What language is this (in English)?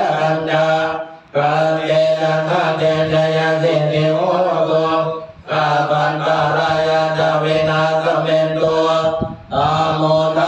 Pali